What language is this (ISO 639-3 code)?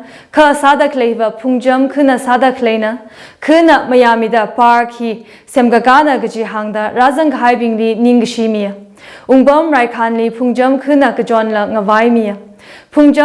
nmf